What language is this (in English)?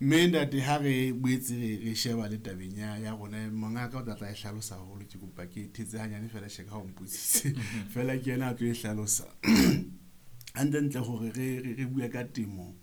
Southern Sotho